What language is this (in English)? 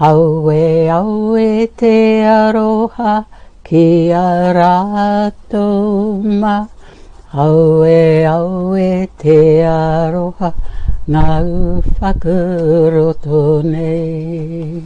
Māori